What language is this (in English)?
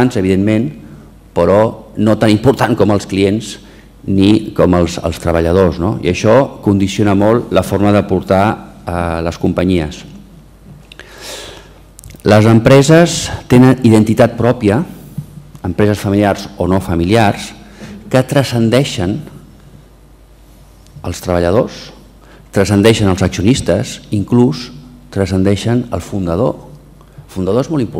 Catalan